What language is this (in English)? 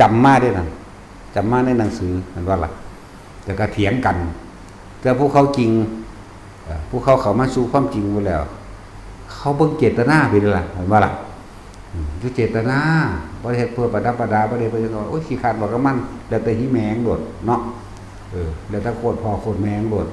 Northeastern Thai